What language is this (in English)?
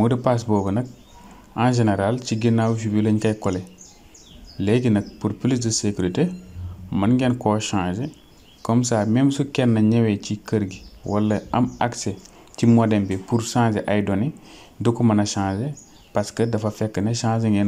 Wolof